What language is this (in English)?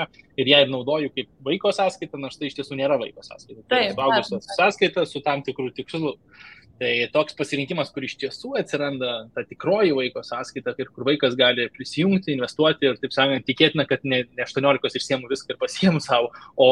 Lithuanian